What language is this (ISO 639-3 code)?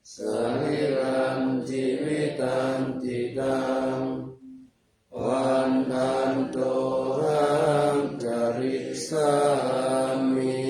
pli